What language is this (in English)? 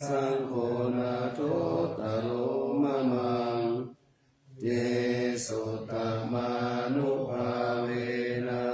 Pali